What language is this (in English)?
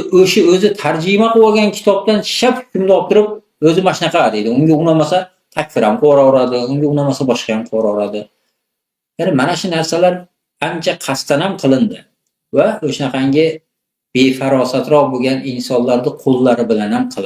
Uzbek